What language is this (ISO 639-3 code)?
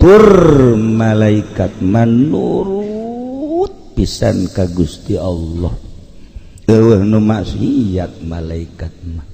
sun